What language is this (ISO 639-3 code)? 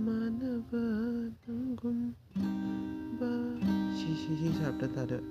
mni